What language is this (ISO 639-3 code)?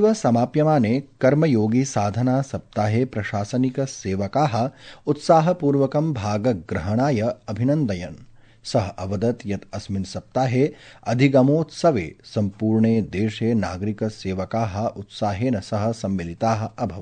san